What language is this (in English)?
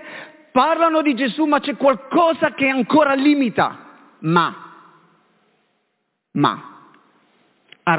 Italian